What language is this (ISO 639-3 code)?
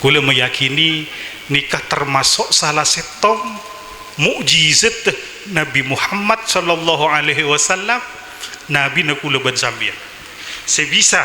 mad